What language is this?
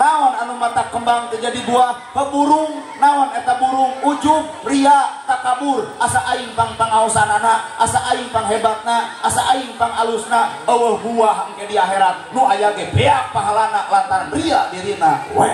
Sundanese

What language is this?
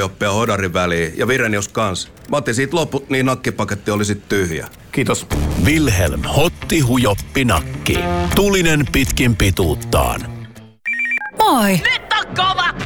Finnish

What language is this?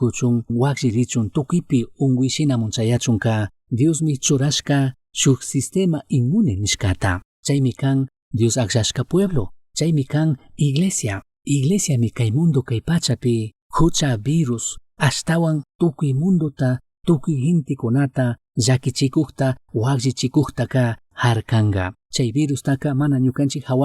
Chimborazo Highland Quichua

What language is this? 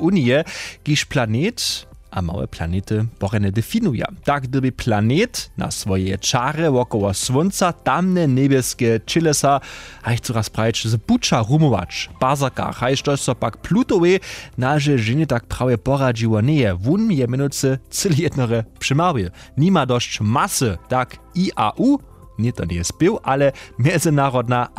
Upper Sorbian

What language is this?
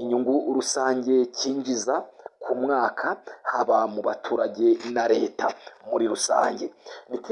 Kinyarwanda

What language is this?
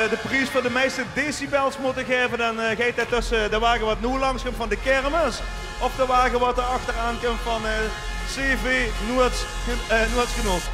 Limburgish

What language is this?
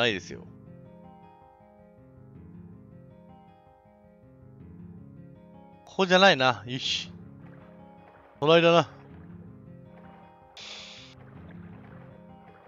Japanese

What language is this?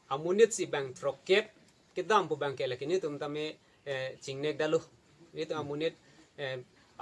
Karbi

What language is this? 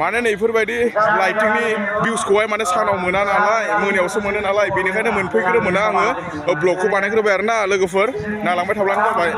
Bodo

